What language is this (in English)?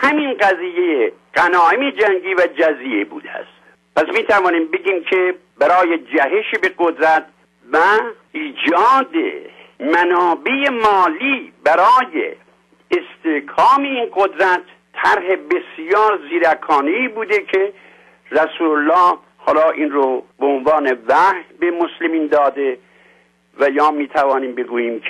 Persian